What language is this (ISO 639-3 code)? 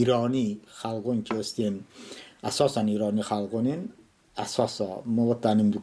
tly